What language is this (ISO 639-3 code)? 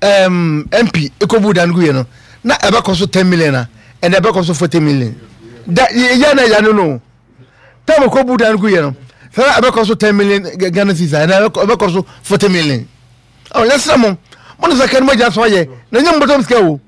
aka